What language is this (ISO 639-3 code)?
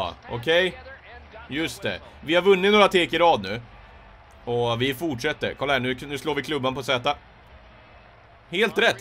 swe